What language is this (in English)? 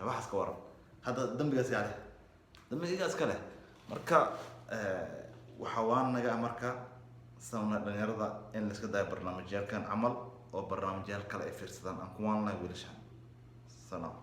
Somali